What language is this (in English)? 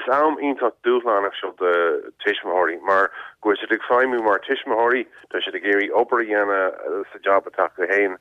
Irish